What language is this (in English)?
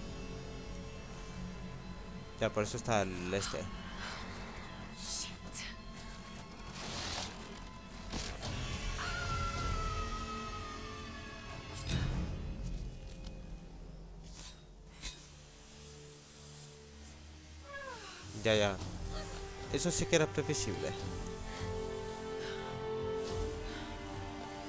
Spanish